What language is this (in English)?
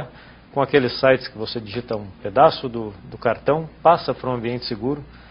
Portuguese